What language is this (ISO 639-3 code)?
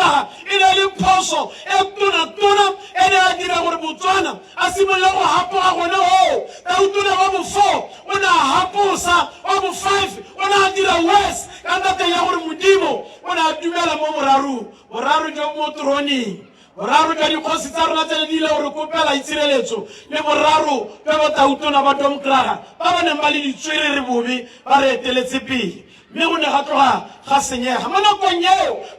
tsn